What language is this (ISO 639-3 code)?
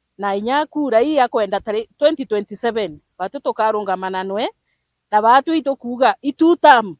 mer